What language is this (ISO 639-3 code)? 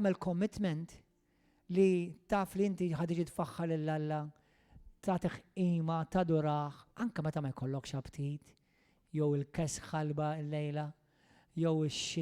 mlt